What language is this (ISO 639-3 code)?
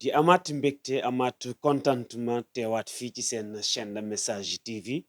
wol